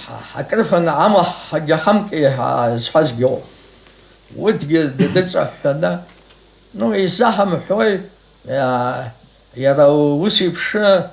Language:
Abkhazian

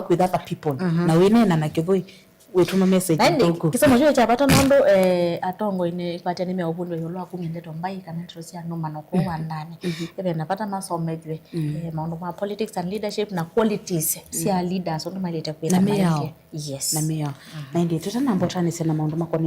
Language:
Kamba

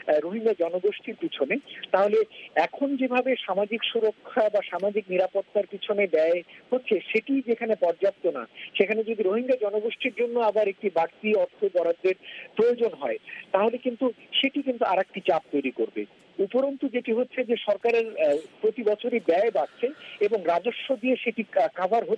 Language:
Bangla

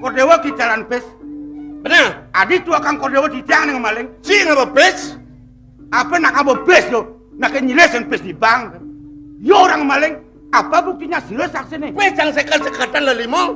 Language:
Balinese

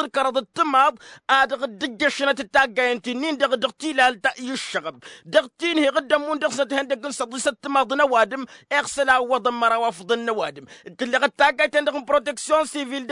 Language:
Tamasheq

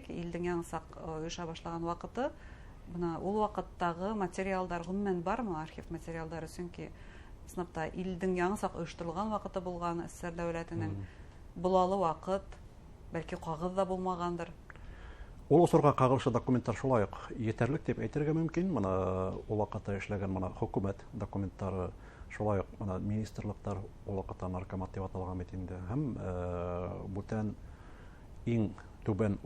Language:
Bashkir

